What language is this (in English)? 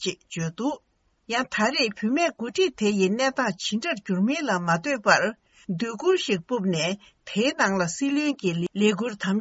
Tibetan